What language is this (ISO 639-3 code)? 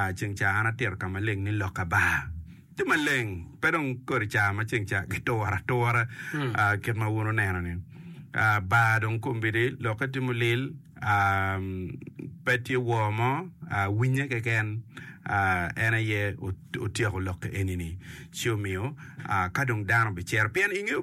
ach